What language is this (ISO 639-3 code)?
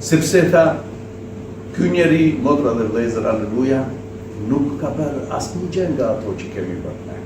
sqi